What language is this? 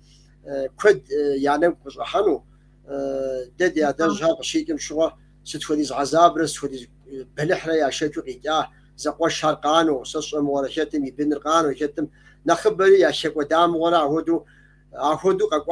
Kabardian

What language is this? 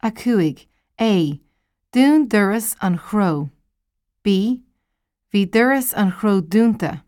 Irish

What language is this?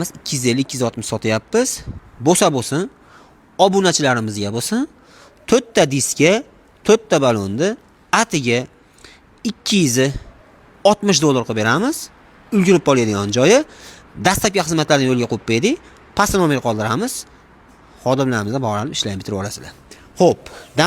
Uzbek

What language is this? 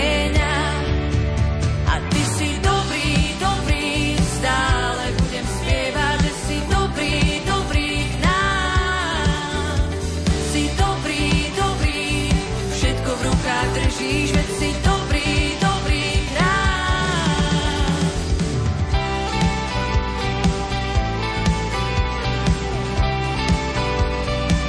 Slovak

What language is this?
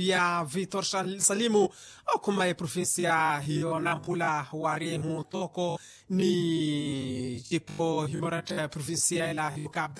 Makhuwa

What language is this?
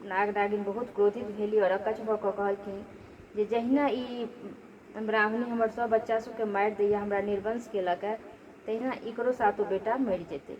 Maithili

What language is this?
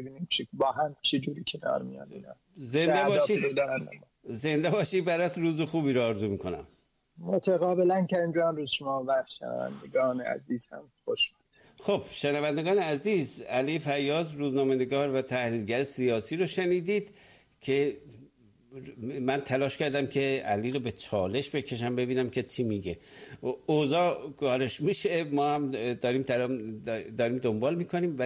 Persian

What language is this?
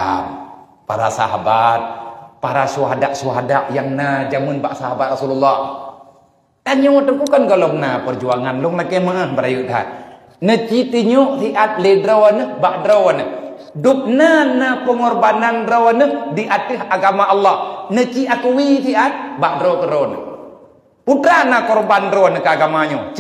Achinese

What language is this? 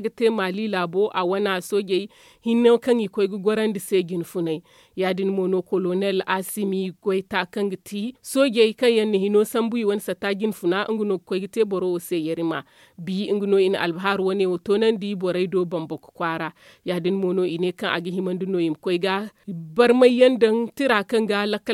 Zarma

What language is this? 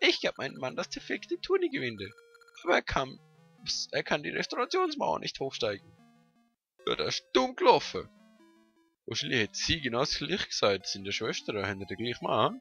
Swiss German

